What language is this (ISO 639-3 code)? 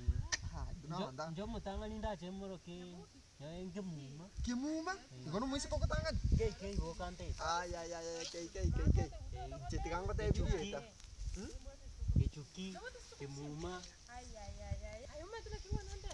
guz